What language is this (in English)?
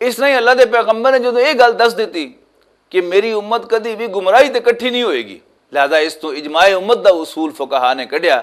Western Panjabi